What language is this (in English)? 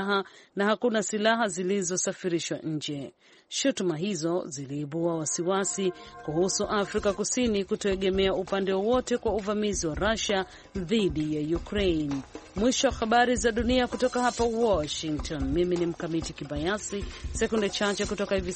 Swahili